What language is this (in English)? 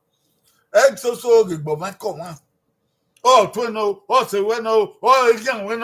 Bini